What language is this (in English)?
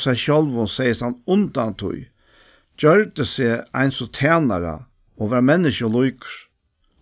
Faroese